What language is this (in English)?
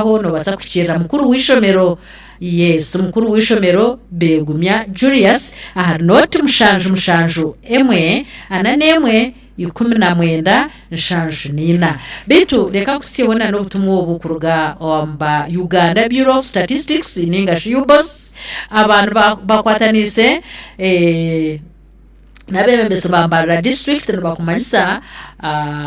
Nyankole